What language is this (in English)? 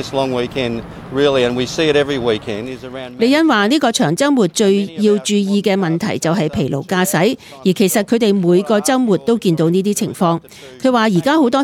Cantonese